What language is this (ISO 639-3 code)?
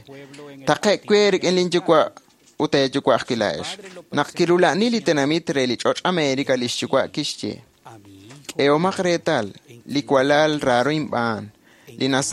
kek